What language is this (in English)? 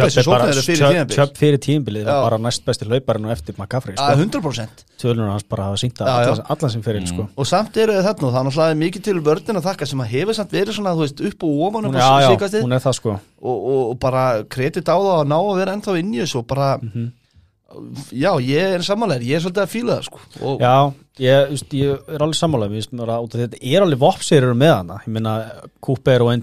Icelandic